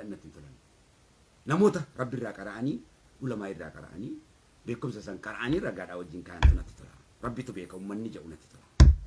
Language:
Oromo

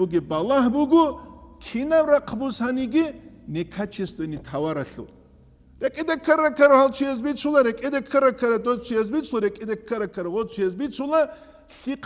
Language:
Avaric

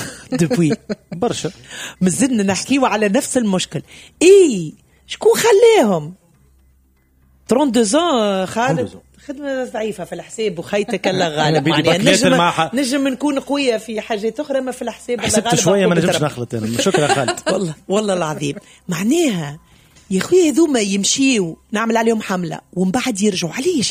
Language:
Tunisian Arabic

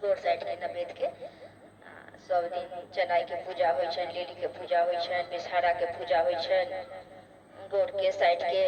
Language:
Maithili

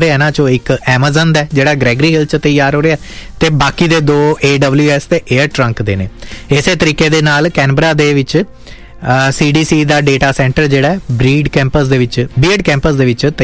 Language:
Punjabi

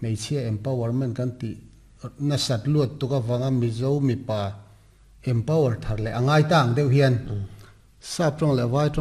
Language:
Mizo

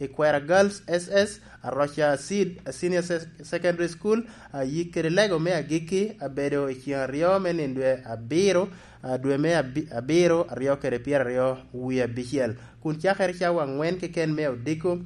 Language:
Lango (Uganda)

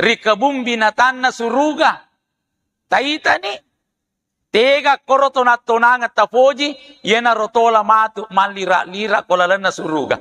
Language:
Buginese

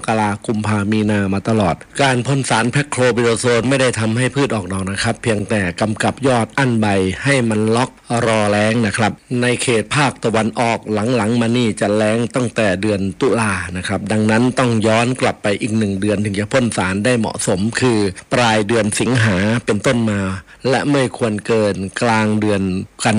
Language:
Thai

